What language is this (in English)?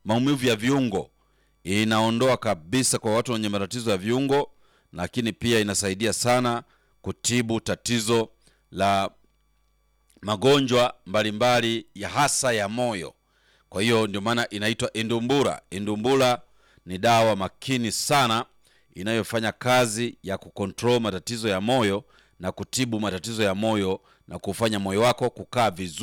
Swahili